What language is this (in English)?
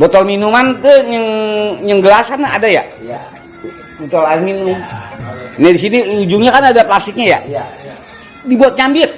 Betawi